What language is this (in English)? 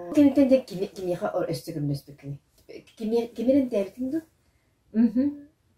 Yakut